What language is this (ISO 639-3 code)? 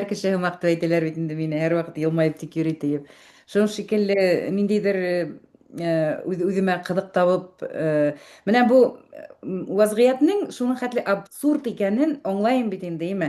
bak